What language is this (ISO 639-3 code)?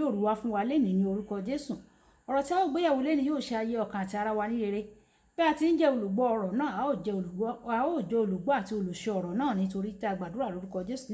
yor